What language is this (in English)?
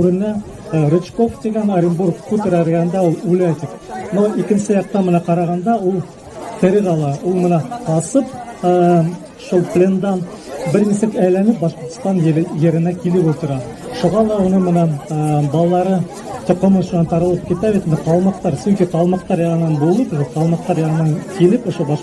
Bashkir